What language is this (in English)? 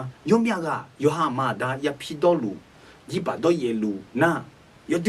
Akha